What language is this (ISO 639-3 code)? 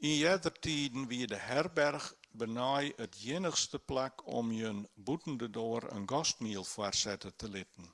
fry